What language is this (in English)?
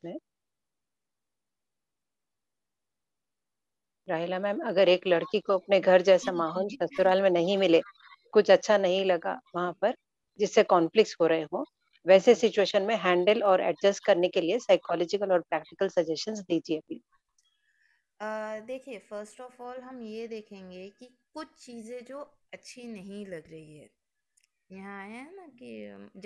Urdu